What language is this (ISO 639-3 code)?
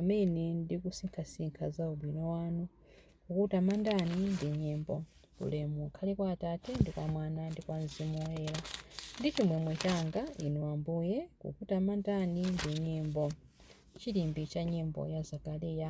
nya